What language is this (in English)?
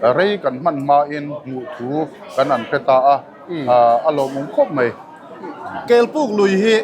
Mizo